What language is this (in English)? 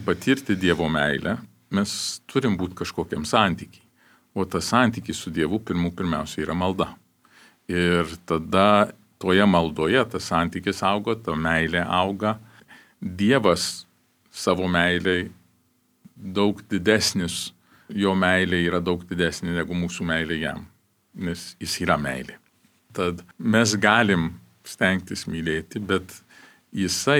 Lithuanian